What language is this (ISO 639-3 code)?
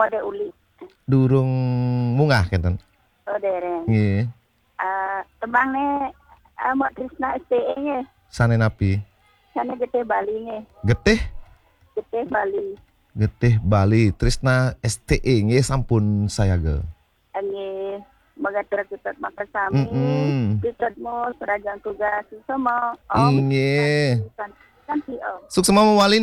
ban